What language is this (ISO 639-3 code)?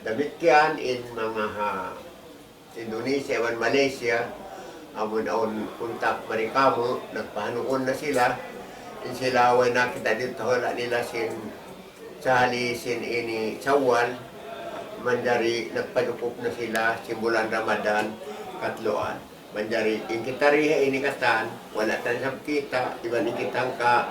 tsg